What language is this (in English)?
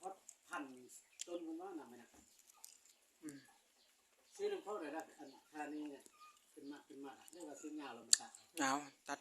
Lao